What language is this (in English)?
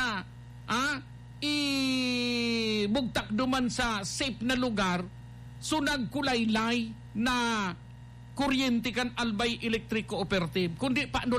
Bikol